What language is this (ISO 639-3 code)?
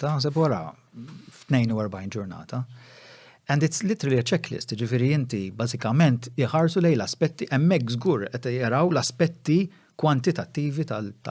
mlt